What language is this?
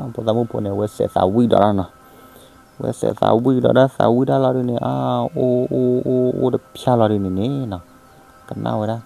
S'gaw Karen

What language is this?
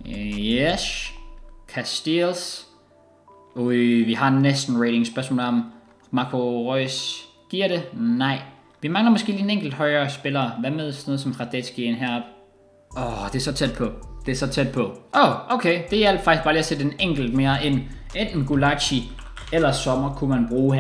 Danish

